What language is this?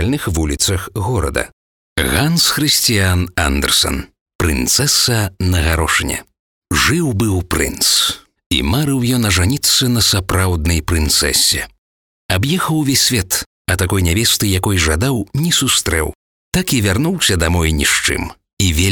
Belarusian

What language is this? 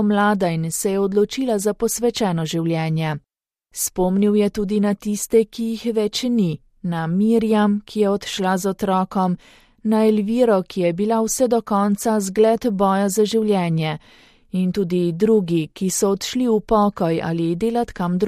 Slovenian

